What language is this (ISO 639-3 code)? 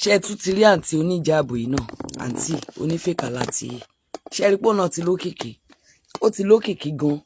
yor